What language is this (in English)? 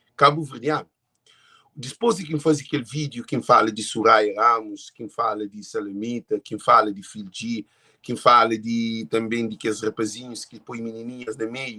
Kabuverdianu